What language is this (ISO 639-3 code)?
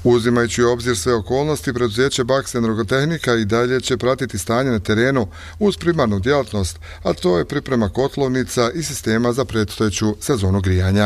bos